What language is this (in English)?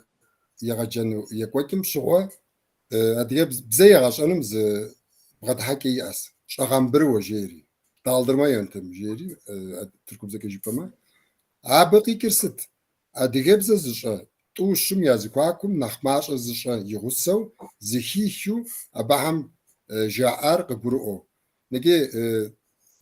Kabardian